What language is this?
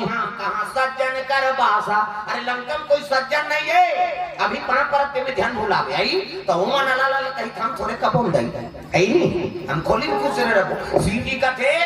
Chhattisgarhi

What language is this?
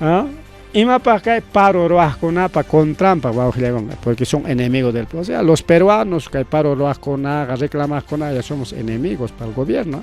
Ayacucho Quechua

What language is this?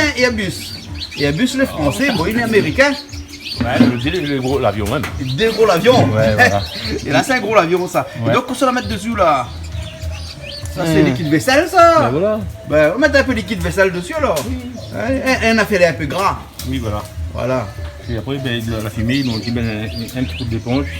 Réunion Creole French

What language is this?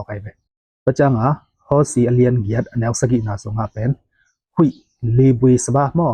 Tedim Chin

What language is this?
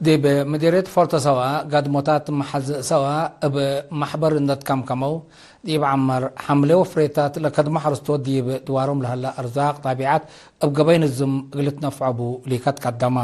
Tigre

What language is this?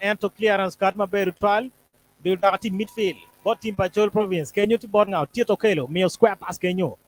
Acoli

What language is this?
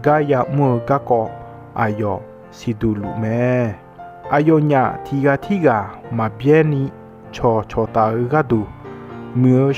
Akha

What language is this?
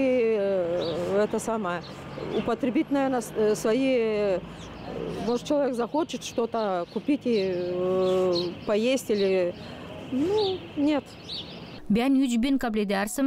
Gagauz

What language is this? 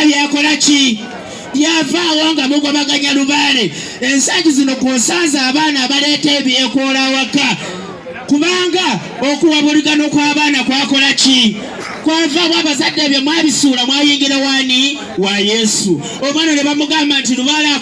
Ganda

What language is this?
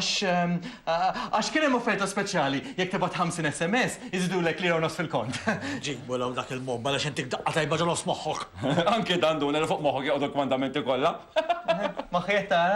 Maltese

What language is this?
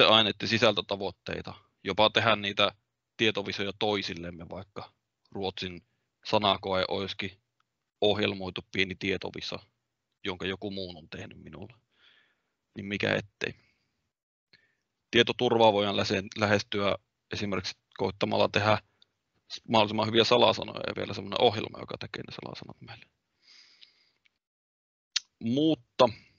Finnish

